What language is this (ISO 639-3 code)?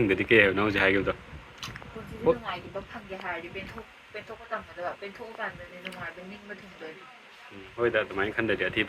mni